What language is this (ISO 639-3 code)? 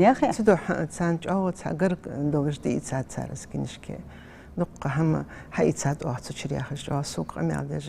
inh